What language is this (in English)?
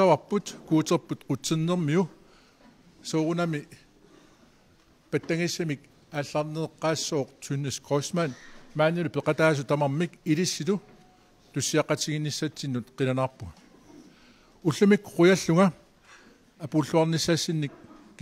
Kalaallisut